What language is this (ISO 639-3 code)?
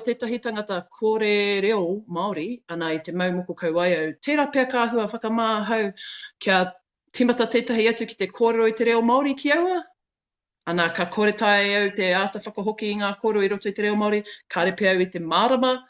mri